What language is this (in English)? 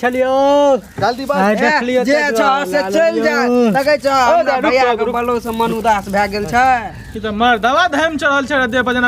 Maithili